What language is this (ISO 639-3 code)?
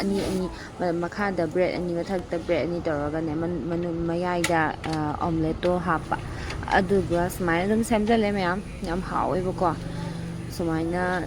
mni